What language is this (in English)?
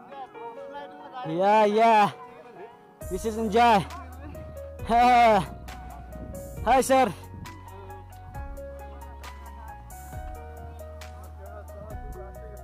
Malayalam